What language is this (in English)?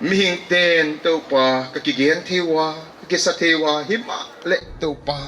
Paite Chin